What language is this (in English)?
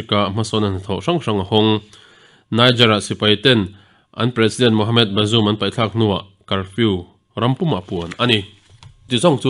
Mizo